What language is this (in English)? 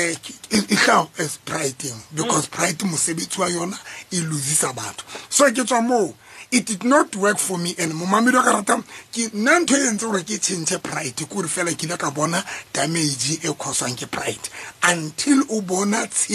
Southern Sotho